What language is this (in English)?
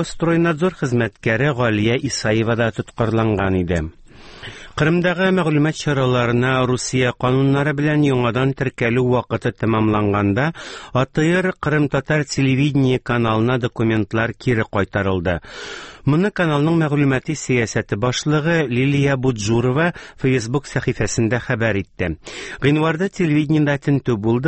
Tatar